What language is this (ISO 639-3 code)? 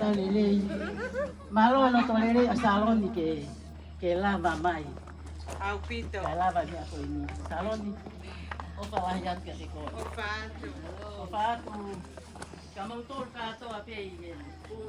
ton